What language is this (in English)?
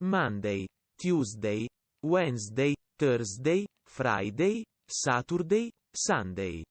Welsh